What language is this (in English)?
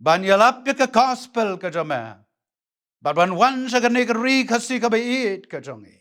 Khasi